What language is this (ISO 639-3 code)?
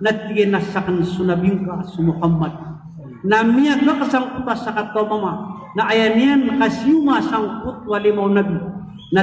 mrw